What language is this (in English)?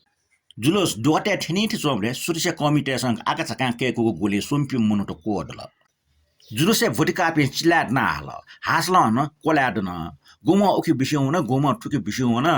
Newari